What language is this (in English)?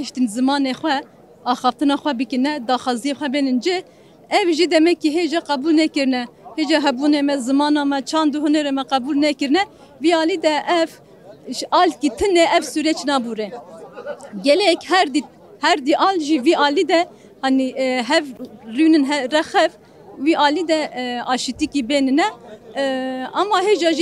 Kurdish